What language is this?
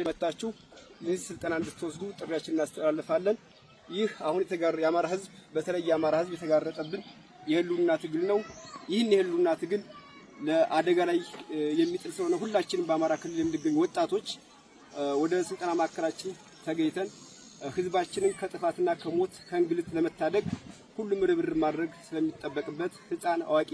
Amharic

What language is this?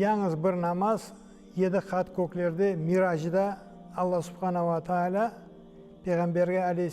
Crimean Tatar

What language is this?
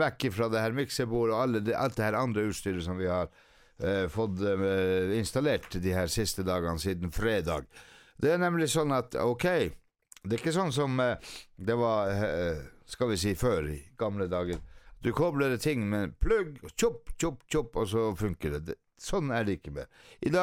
Norwegian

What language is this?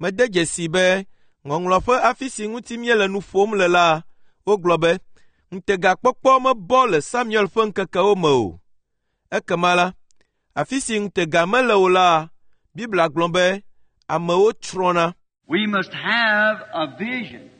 Ewe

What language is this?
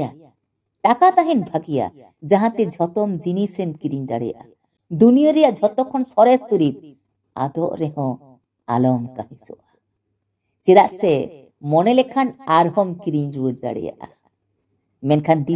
Santali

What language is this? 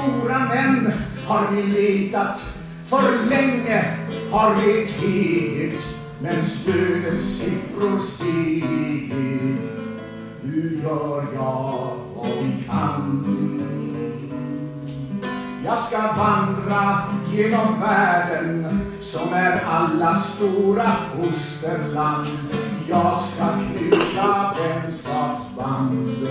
Swedish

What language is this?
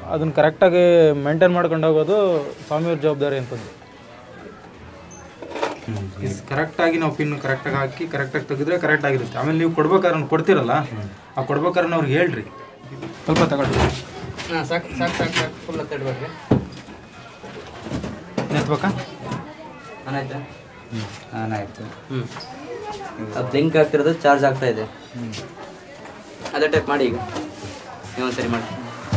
Kannada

